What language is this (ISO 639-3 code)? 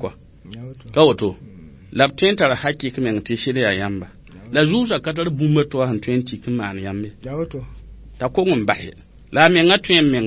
mos